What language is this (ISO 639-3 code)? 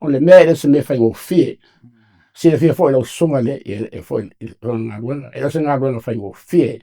smo